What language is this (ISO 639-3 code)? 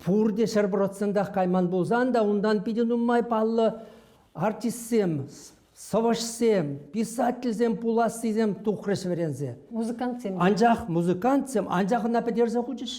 chv